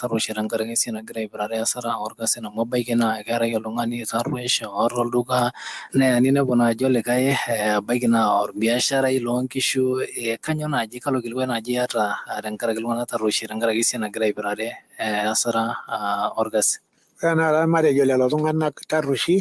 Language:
Masai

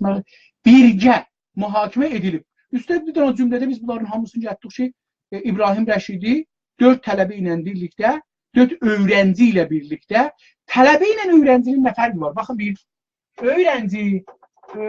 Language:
South Azerbaijani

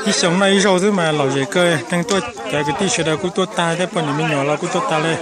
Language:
Hmong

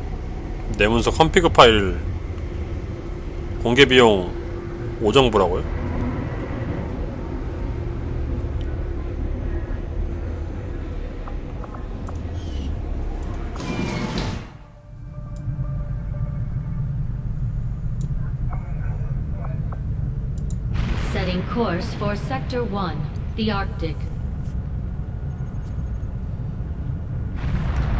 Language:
Korean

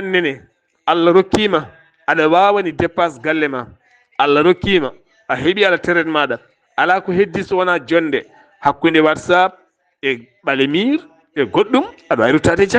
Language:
Fula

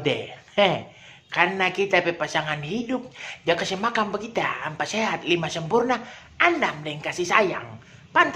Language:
Manado Malay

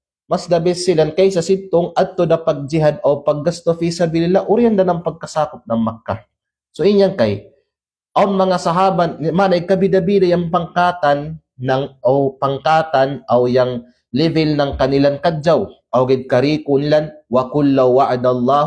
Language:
Kalagan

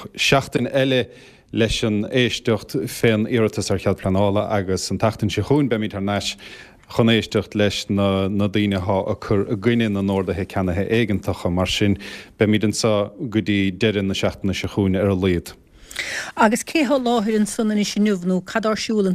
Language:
Irish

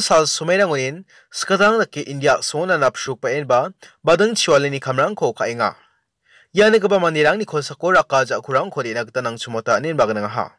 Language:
Garo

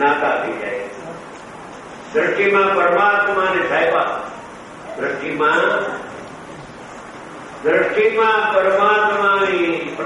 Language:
Gujarati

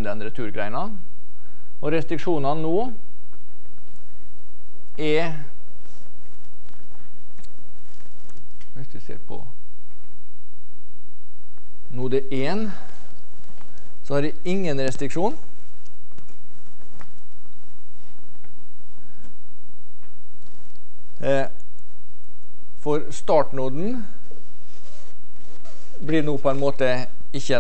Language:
Norwegian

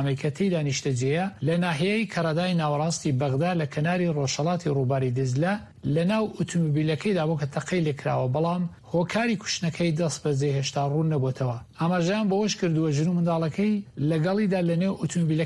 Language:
Central Kurdish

